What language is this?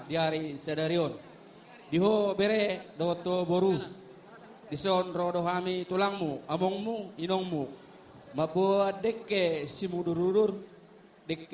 Batak Toba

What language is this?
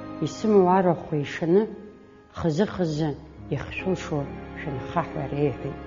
Abkhazian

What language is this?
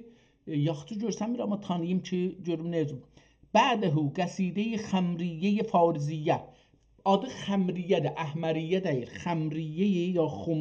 South Azerbaijani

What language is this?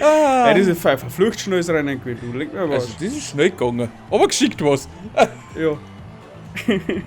Bavarian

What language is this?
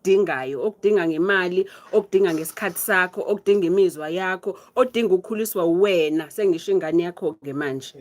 Zulu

